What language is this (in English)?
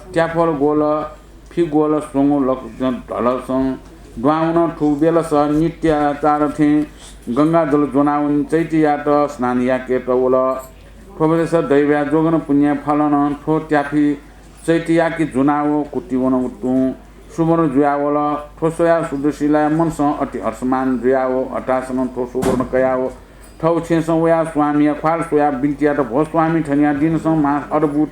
Newari